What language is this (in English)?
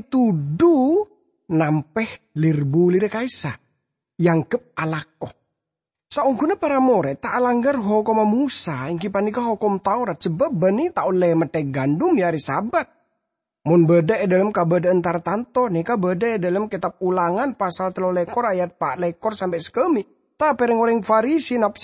Madurese